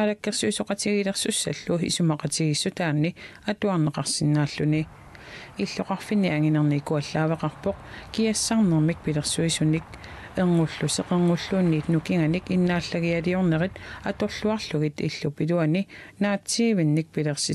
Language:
Kalaallisut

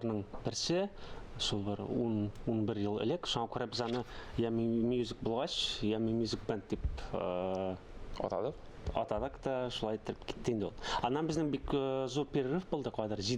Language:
Tatar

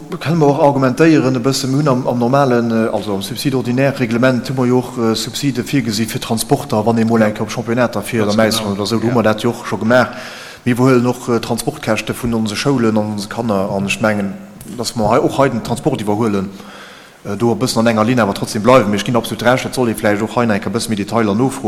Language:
Luxembourgish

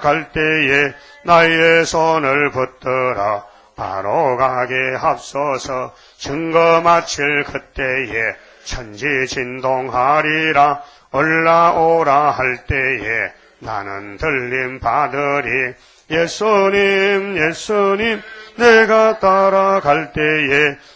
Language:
Korean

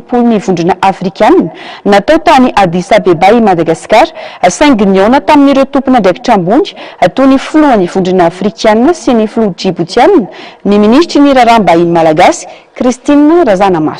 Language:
Malagasy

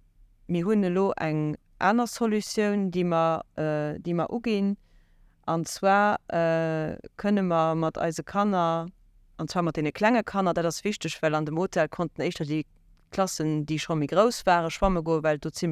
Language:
Luxembourgish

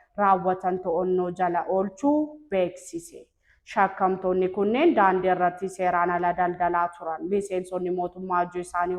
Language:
Oromo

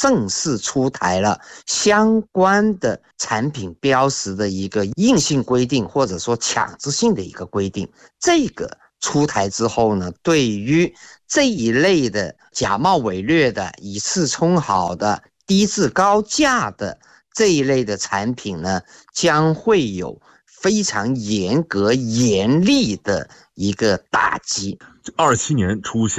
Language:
Chinese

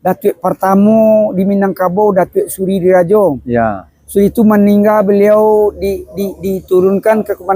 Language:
Minangkabau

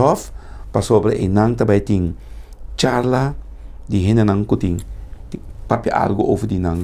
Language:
Papiamento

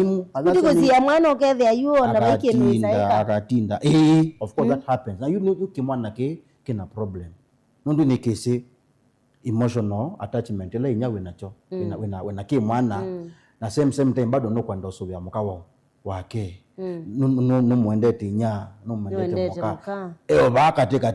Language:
Kamba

